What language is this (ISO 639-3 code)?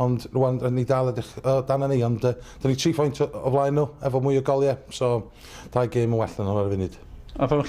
cym